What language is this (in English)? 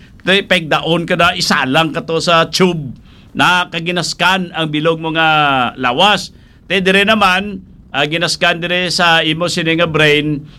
Hiligaynon